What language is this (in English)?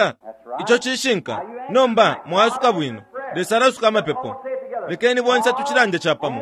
Bemba